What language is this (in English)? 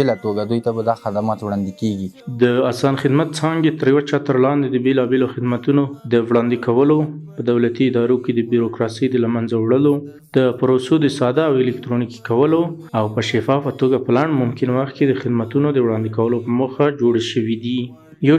Pashto